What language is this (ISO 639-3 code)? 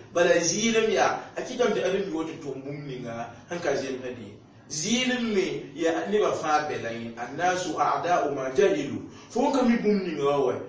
mos